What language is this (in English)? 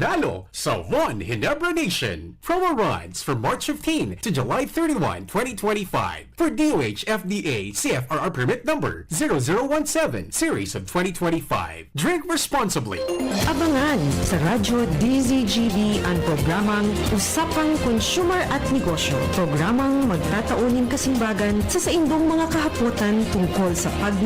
Bikol